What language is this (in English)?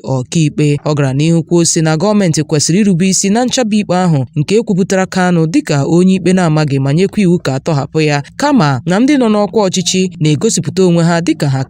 Igbo